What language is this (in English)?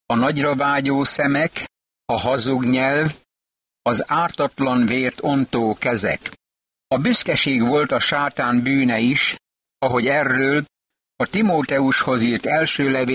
Hungarian